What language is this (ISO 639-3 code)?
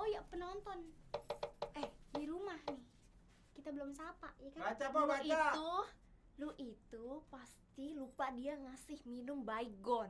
bew